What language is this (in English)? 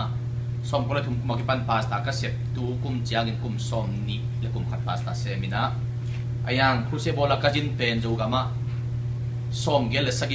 Tedim Chin